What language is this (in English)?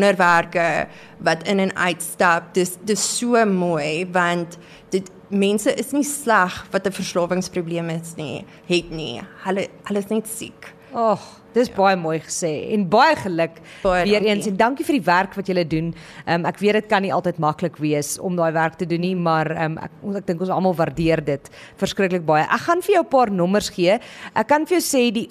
Afrikaans